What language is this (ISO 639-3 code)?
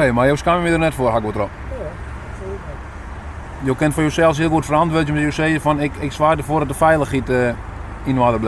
fry